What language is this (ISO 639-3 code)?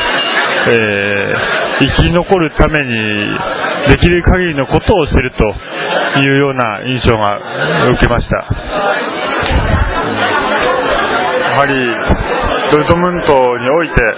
jpn